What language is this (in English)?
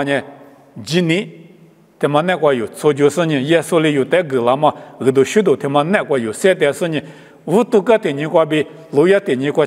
Lisu